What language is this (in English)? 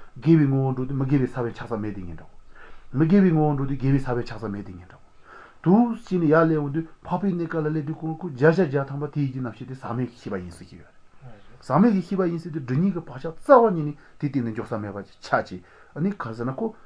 Latvian